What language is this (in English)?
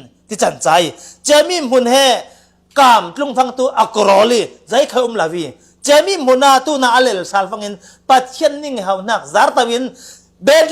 Falam Chin